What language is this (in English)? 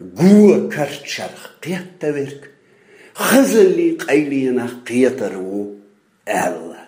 Chechen